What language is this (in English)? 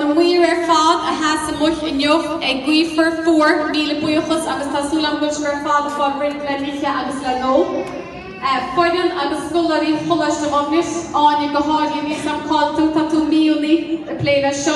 Irish